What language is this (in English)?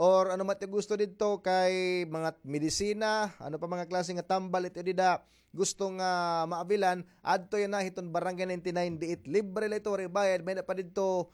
Waray